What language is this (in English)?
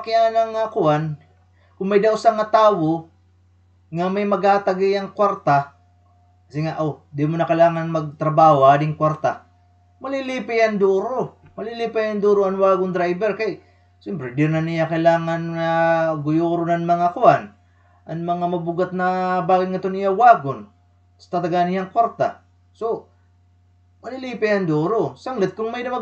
Waray